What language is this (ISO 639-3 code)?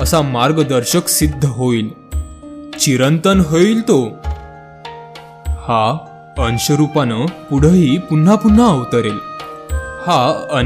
mar